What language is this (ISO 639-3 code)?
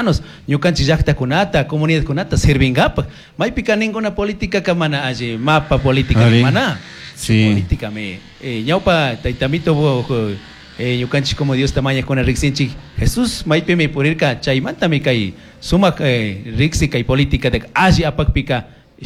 qug